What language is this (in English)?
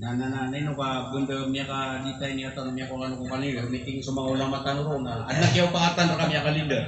Maranao